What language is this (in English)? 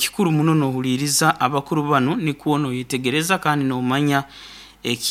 Nyoro